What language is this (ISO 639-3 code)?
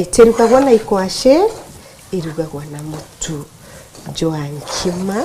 mer